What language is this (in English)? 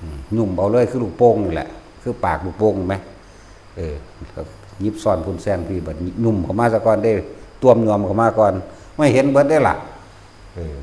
Northeastern Thai